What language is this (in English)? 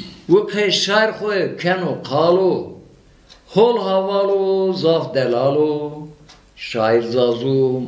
Zaza